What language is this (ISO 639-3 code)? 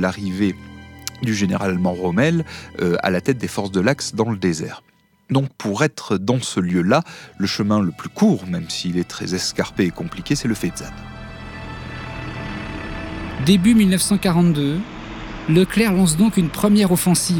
fra